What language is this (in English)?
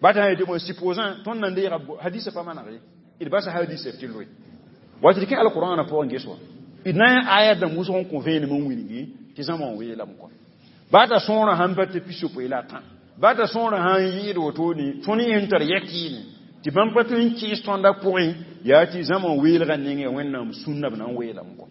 Mossi